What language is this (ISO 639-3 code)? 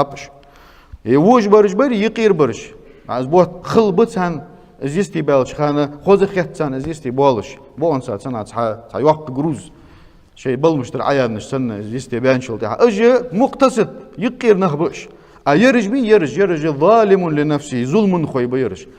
inh